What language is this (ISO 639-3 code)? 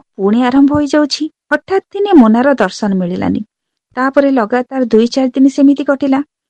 ori